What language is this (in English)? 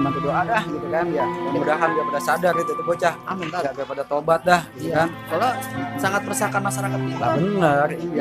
Betawi